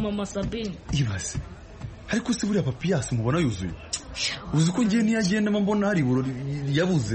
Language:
Kinyarwanda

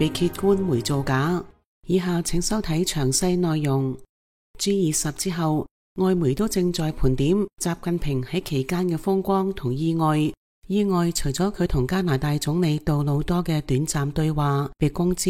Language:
Cantonese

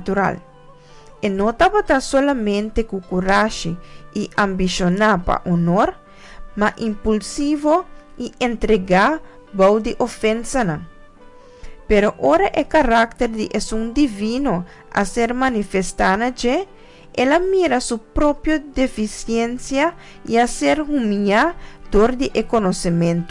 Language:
Papiamento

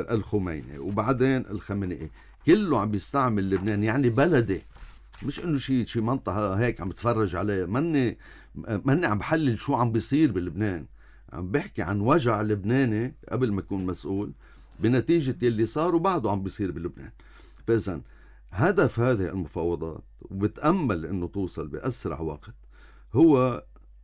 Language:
North Levantine Arabic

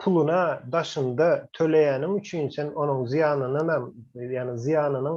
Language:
Turkmen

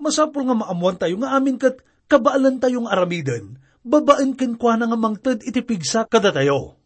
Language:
Iloko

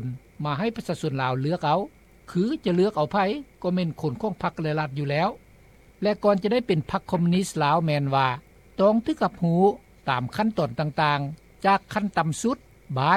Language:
Lao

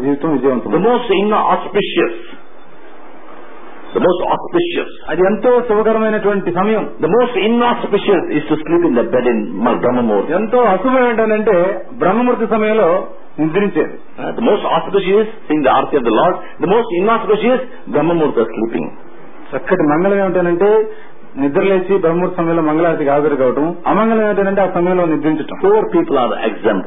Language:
Telugu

